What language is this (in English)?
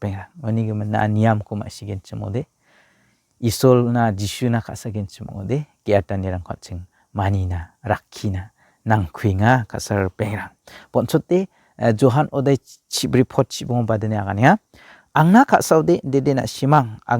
Garo